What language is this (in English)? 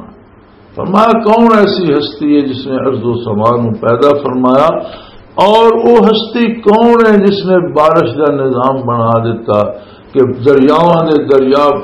Western Panjabi